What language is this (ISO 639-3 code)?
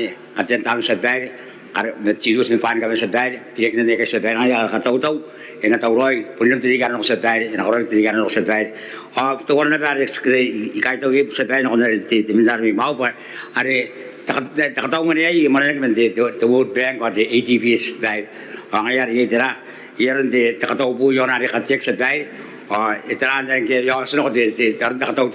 gil